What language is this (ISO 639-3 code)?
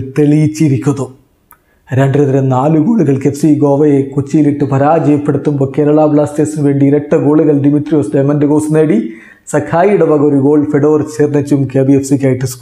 mal